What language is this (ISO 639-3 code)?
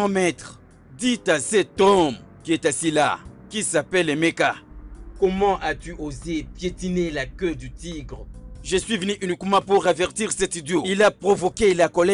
fra